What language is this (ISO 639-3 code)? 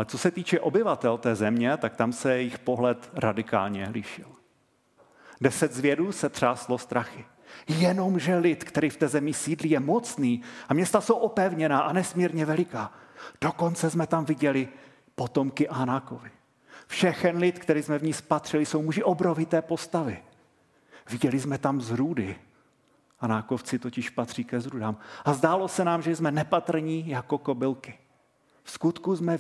ces